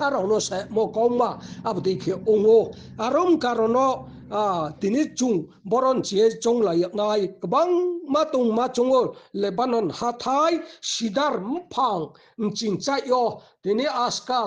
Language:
Riang (India)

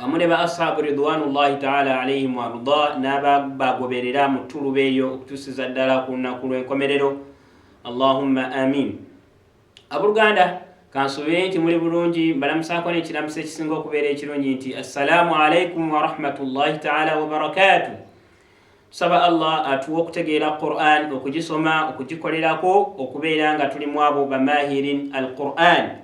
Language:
Ganda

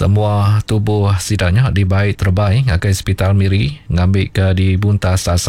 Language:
Iban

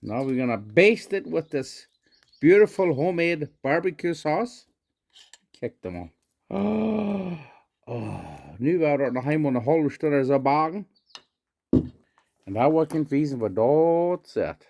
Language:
Plautdietsch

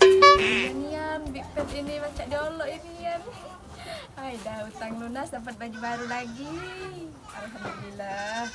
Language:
Musi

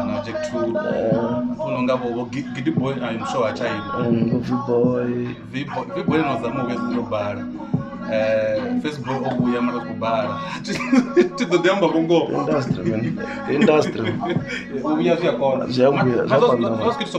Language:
Venda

